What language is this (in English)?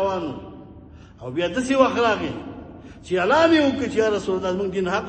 Pashto